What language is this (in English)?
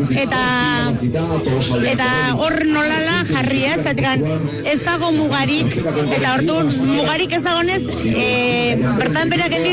Basque